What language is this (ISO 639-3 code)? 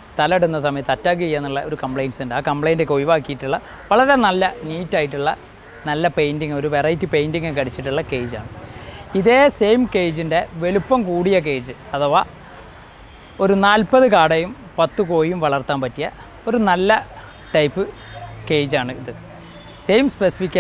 mal